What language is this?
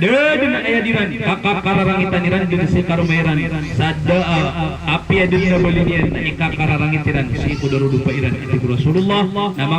Maranao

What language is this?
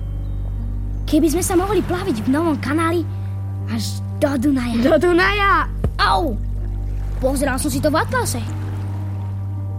Slovak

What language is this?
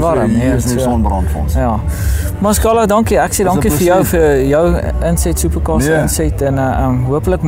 Afrikaans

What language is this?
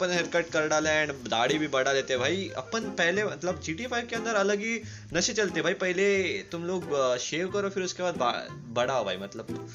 Hindi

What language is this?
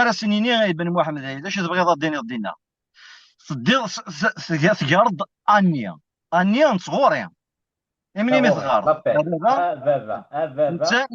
Kabyle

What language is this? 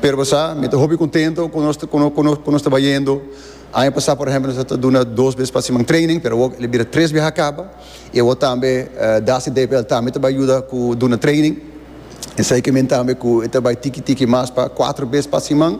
Papiamento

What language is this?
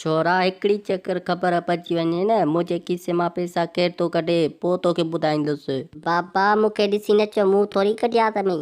Sindhi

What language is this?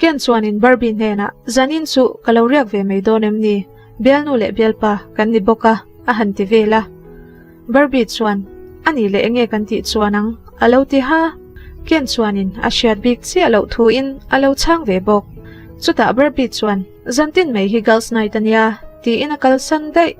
Mizo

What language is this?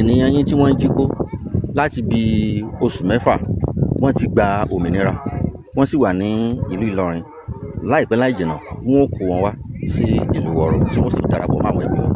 Yoruba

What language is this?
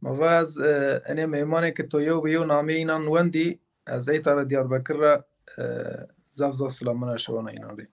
Zaza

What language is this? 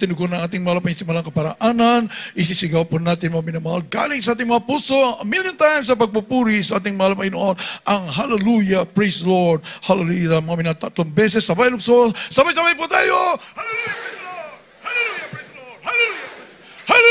Filipino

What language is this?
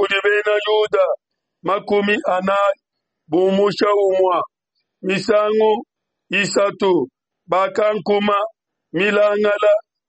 Luba-Lulua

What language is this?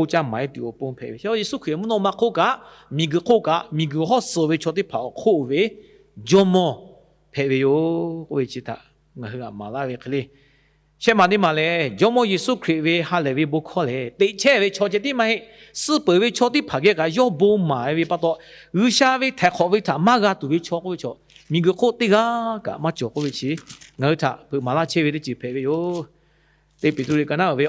Lahu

